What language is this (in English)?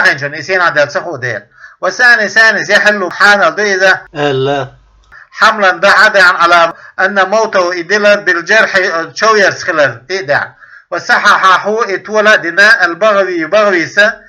Chechen